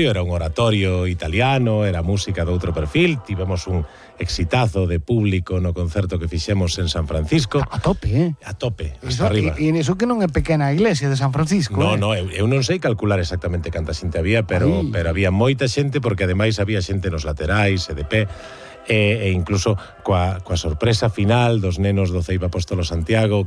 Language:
Galician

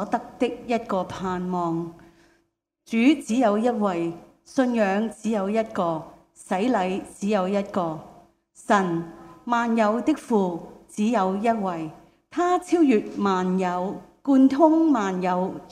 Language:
Cantonese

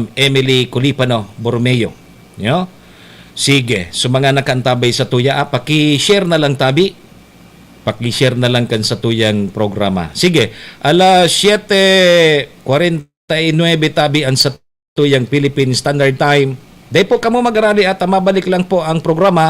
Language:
Bikol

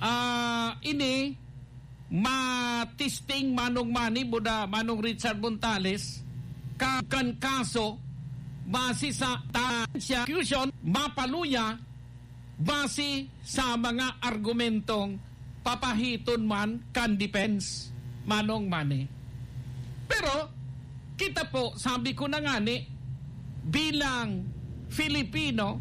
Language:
Bikol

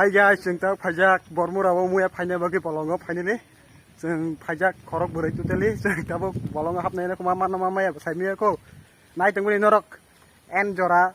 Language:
Kok Borok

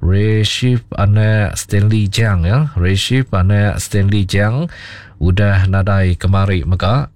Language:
Iban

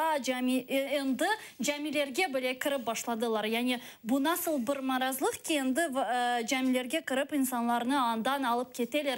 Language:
Crimean Tatar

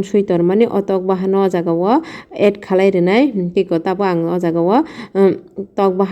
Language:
Kok Borok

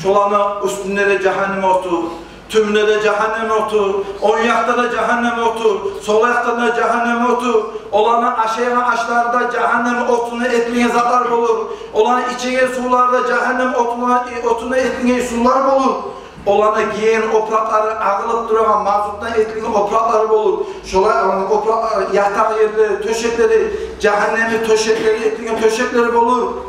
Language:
Kumyk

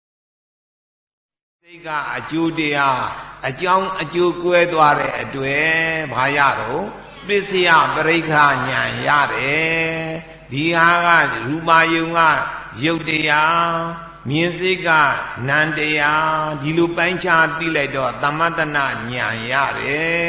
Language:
Burmese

